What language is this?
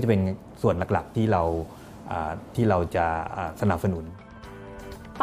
Thai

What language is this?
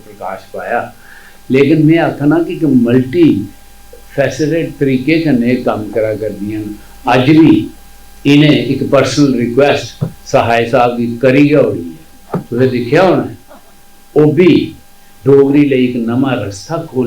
Dogri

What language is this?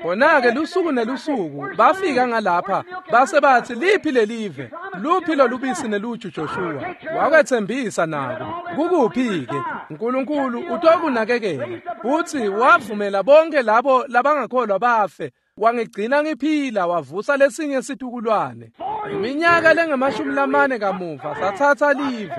Swati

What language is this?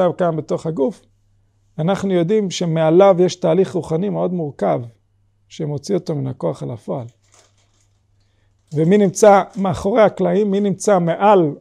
Hebrew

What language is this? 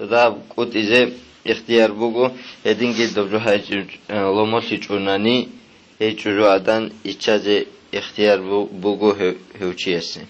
Avaric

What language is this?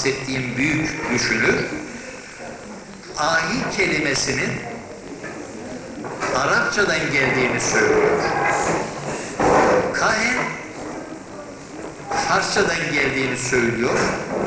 Turkish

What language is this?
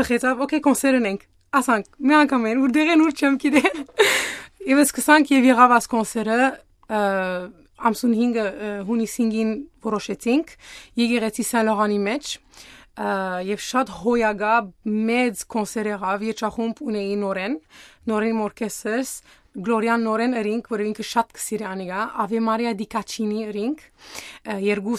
Armenian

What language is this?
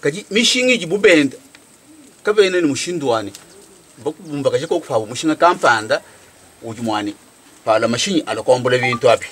Luba-Lulua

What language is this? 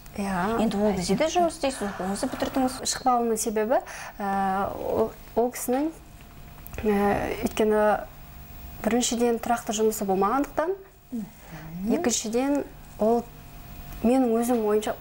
Kazakh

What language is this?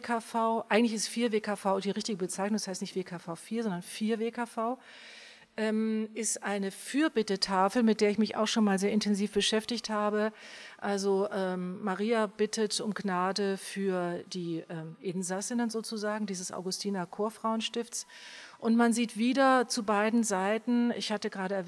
German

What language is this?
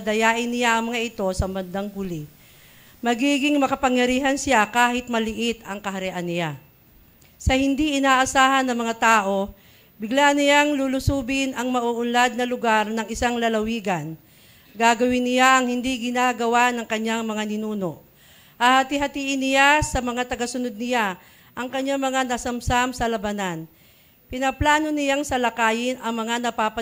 Filipino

